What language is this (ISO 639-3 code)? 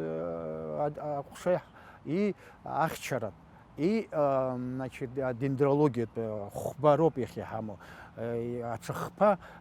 abk